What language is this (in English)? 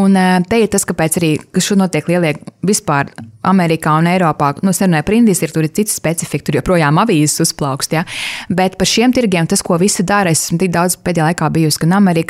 Latvian